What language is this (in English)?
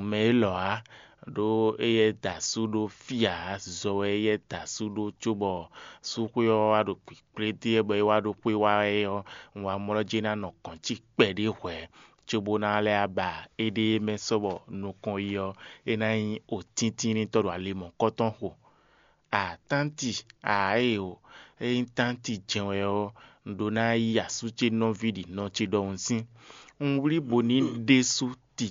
Fon